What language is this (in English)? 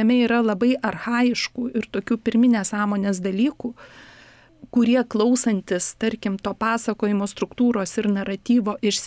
Lithuanian